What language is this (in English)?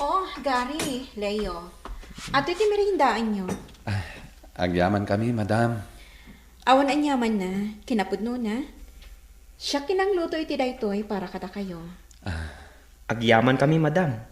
Iloko